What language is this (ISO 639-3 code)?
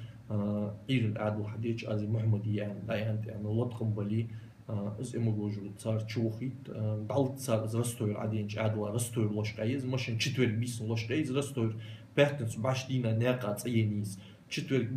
inh